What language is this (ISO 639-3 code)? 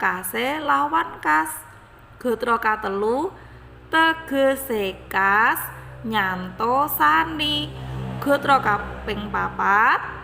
jav